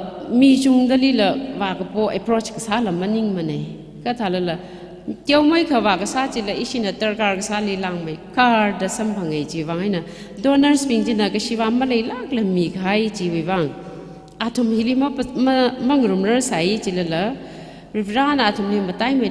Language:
Tangkhul Naga (India)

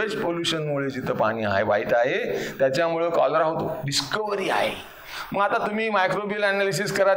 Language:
Marathi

